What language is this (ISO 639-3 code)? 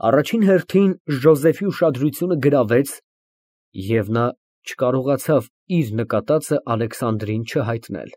hye